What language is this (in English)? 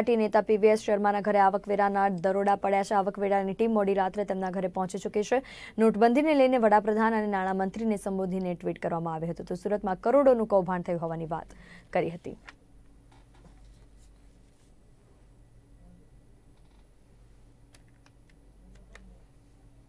Gujarati